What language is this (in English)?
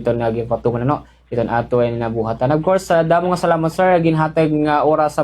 Waray